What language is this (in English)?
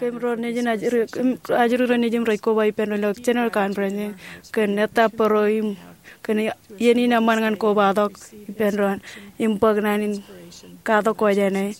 Marshallese